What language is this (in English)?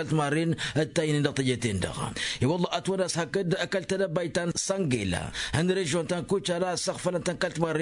Tamasheq